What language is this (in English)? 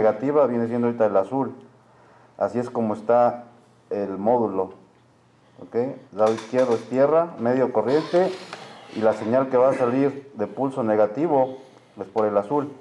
Spanish